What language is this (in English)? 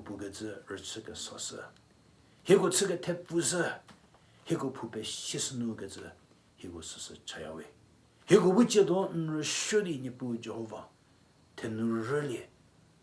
Angami Naga